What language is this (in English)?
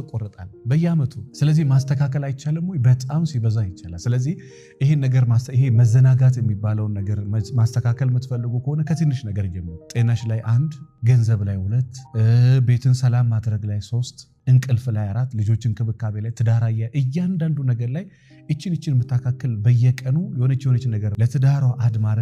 Amharic